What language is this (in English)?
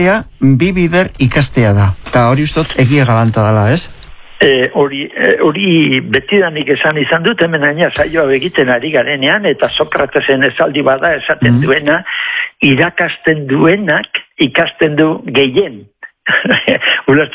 Basque